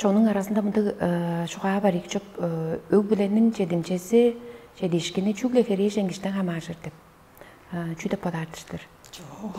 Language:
Tuvinian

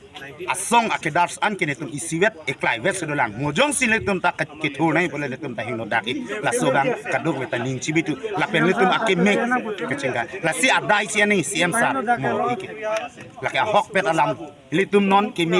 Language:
Karbi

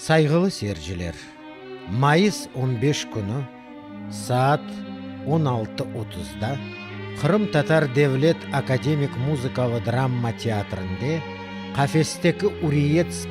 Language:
Crimean Tatar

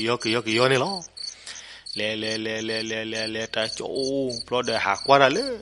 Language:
S'gaw Karen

